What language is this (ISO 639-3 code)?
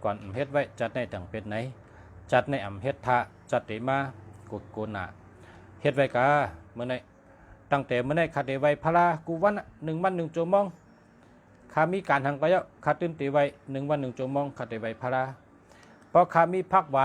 shn